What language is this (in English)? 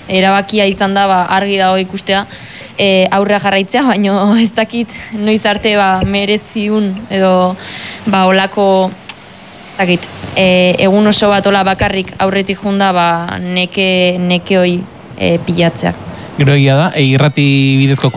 Basque